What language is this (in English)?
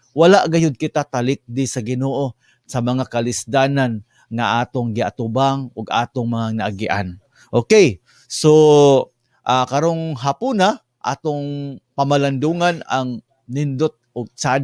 Cebuano